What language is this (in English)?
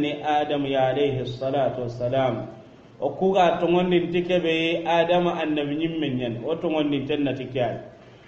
Soninke